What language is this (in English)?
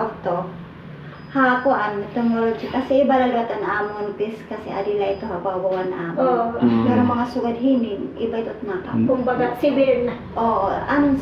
Waray